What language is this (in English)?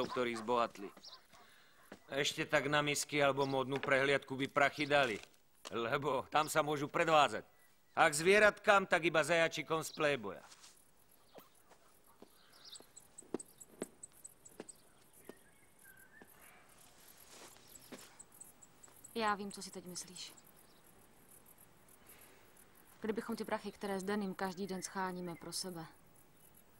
Slovak